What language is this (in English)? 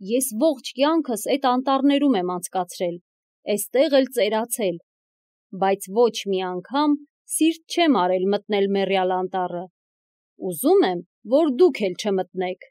Armenian